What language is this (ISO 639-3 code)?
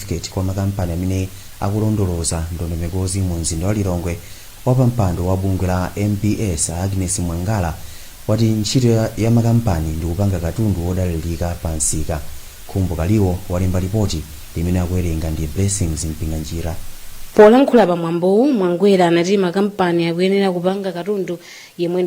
nya